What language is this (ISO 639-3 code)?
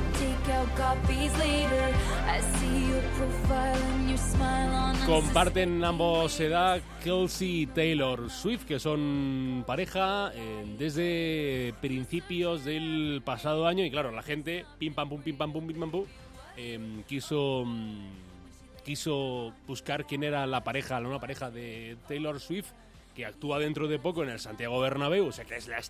spa